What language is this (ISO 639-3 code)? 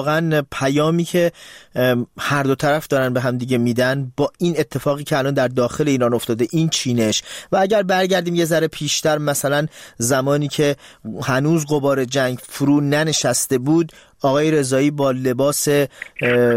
fas